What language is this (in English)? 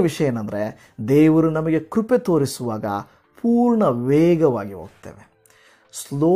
Kannada